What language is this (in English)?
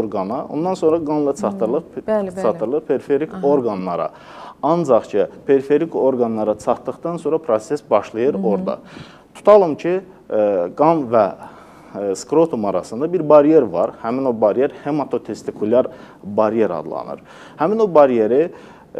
Azerbaijani